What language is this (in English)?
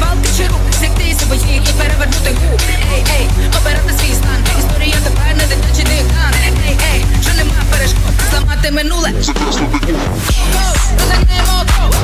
Ukrainian